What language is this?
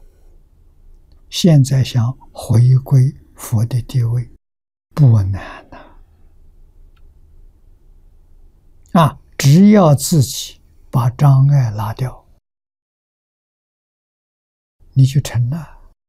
Chinese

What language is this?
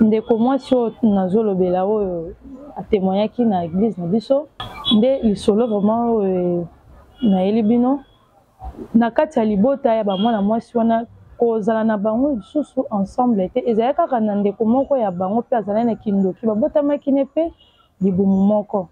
Lingala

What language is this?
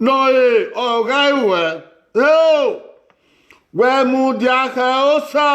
Bini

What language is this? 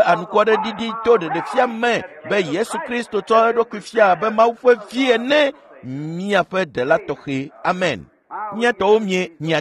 Ewe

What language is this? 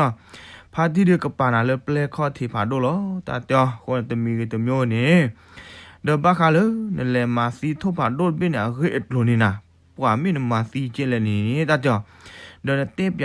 S'gaw Karen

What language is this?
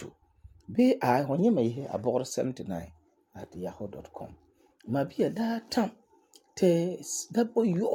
Frafra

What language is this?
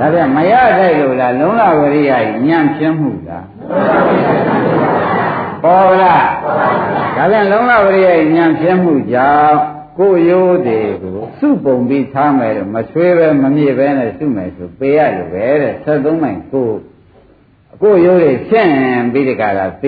Burmese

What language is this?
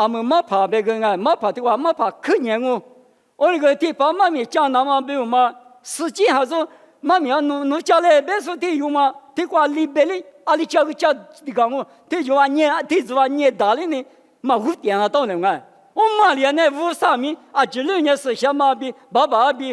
Lisu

